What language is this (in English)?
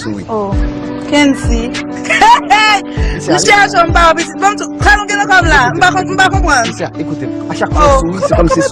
Haitian Creole